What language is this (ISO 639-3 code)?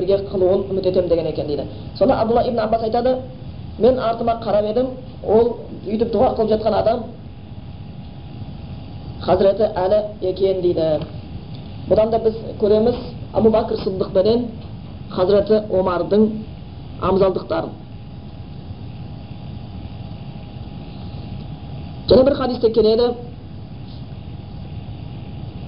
kaz